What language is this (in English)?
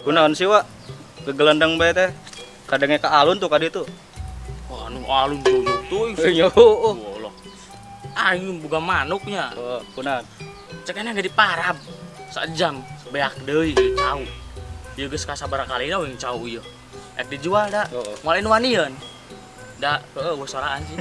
Sundanese